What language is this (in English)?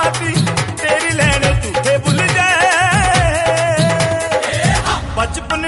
Punjabi